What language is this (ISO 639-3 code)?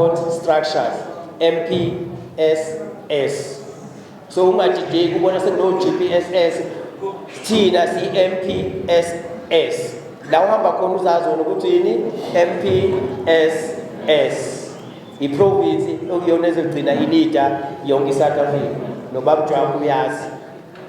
zul